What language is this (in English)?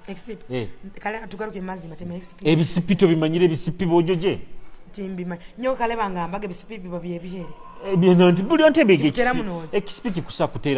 Nyoro